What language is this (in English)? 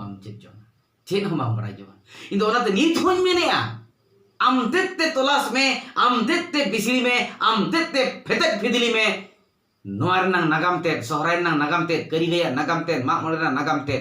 Santali